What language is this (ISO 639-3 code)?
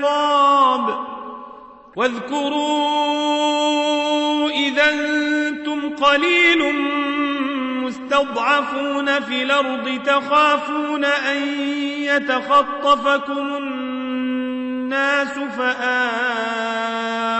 ara